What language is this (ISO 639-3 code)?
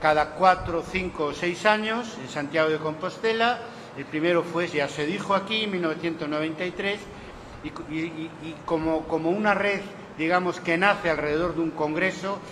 spa